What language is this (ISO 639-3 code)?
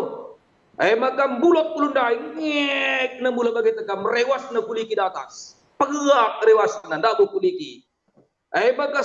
btx